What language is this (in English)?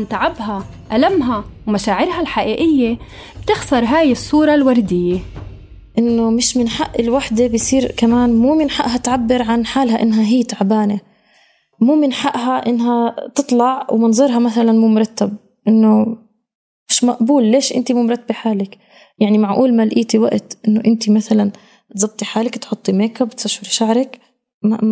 North Levantine Arabic